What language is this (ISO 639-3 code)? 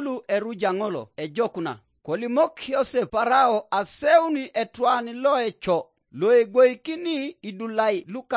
teo